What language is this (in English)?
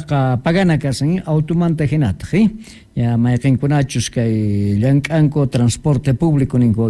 South Bolivian Quechua